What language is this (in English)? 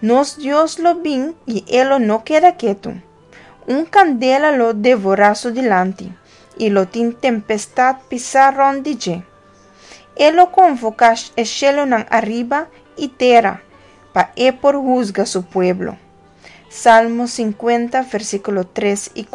Papiamento